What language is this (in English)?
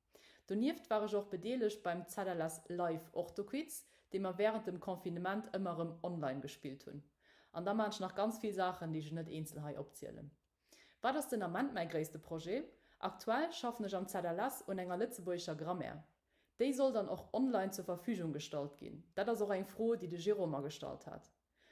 Luxembourgish